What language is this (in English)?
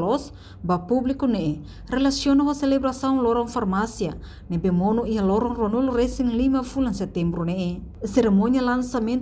Tetum